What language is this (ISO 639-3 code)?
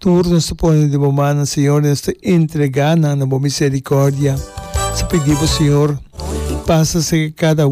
pap